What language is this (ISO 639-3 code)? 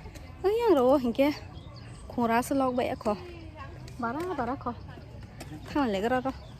trp